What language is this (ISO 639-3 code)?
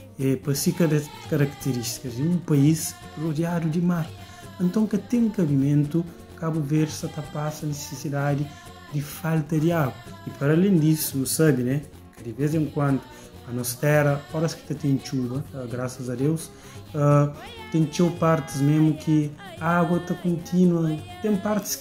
kea